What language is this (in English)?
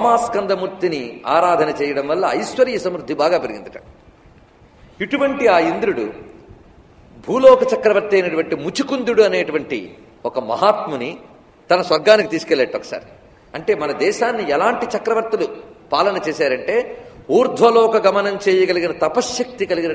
Telugu